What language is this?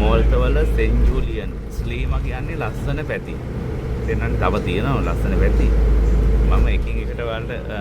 Sinhala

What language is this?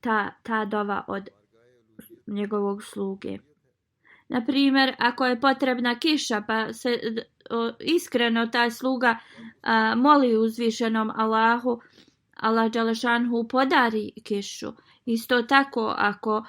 Bosnian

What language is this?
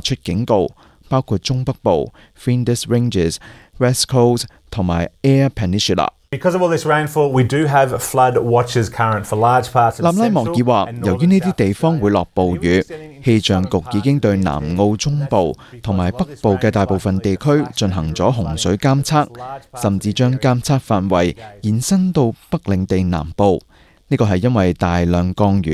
Cantonese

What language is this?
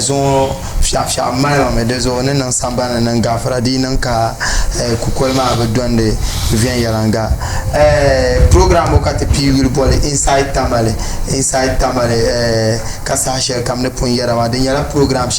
Dagbani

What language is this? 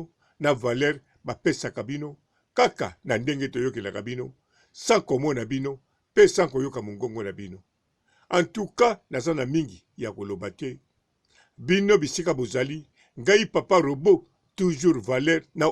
Lingala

